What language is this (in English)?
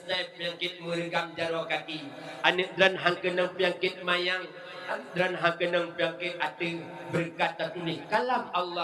Achinese